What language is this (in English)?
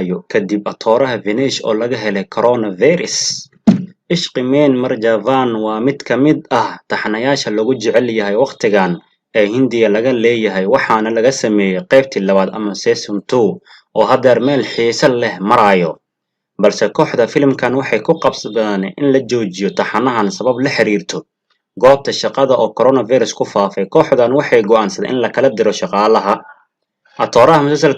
Somali